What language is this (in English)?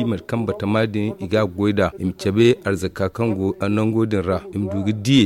Zarma